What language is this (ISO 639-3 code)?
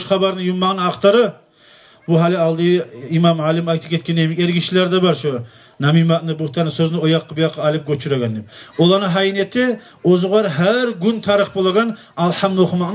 kum